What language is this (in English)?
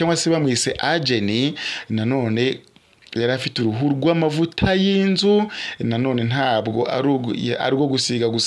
Kinyarwanda